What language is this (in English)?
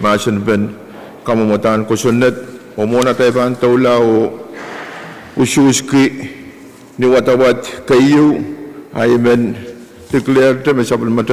Pohnpeian